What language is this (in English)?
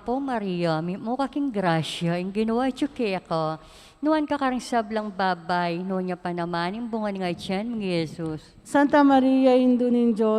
Pampanga